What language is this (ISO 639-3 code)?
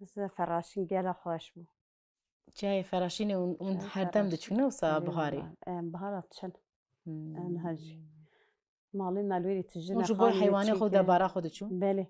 kur